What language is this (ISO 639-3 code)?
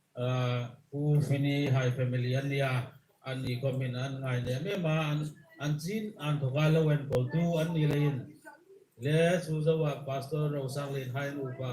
hmr